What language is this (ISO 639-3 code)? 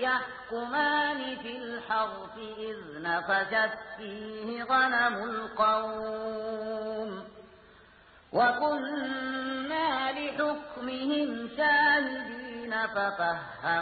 ara